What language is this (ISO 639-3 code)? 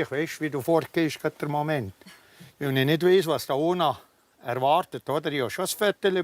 gsw